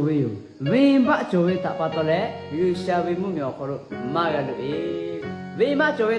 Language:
Lahu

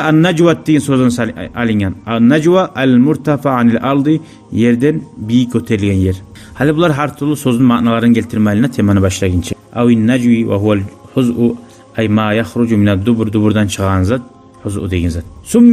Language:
Kumyk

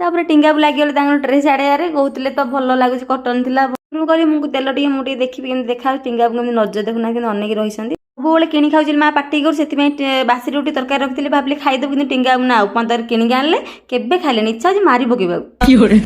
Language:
Odia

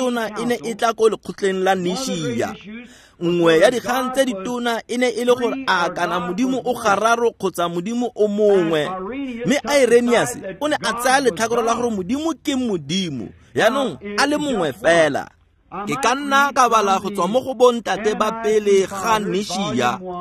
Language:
Tswana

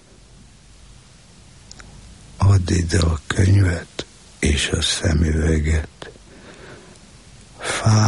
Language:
Hungarian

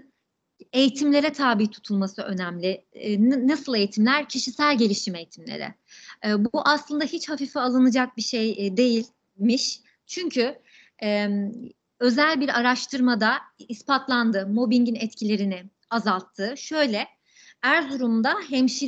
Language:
Turkish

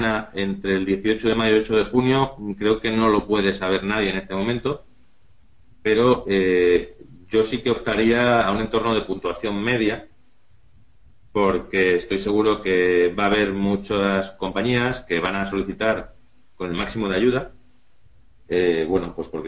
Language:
Spanish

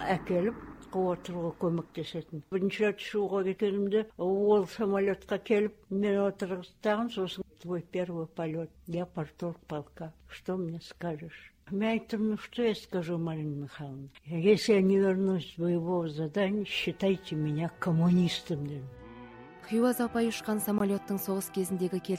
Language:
Kazakh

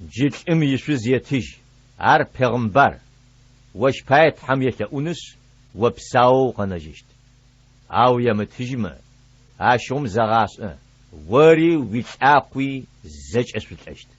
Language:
Adyghe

